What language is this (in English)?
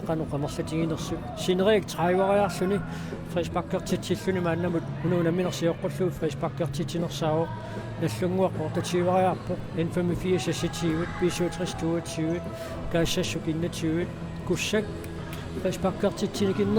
Kalaallisut